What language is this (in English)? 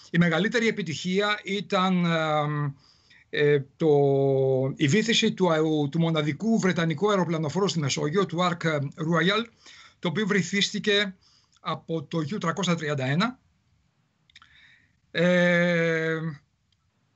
Greek